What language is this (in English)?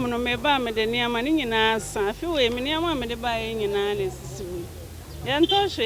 Akan